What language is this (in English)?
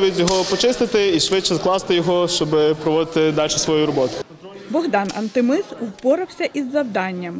Ukrainian